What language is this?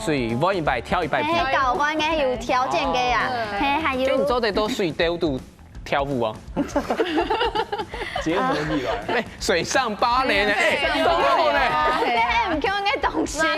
Hakka Chinese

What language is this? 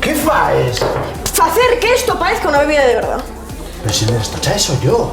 Asturian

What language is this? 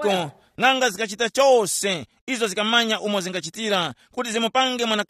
Tumbuka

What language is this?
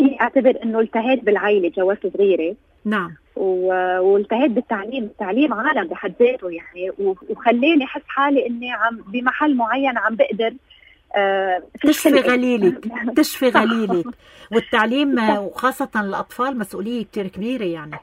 North Levantine Arabic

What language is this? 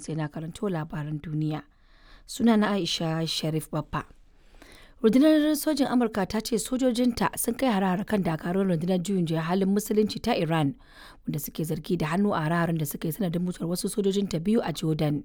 Hausa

